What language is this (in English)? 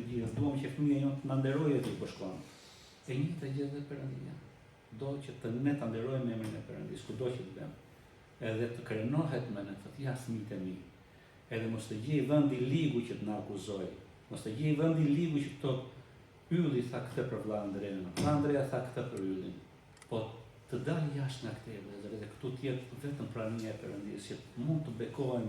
Albanian